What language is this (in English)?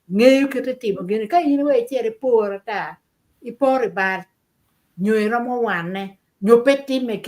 Acoli